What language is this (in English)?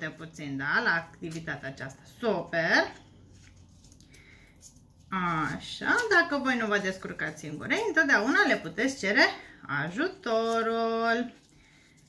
Romanian